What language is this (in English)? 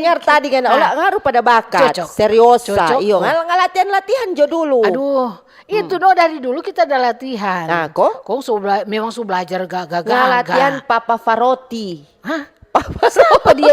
Manado Malay